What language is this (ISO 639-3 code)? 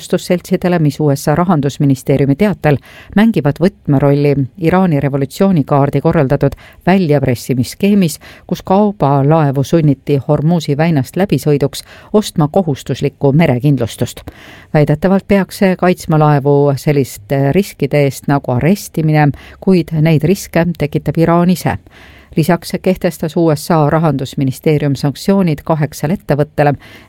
est